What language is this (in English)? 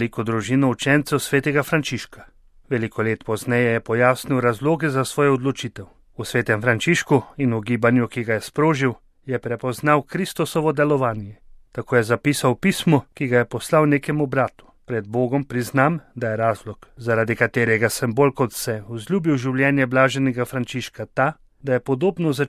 Slovenian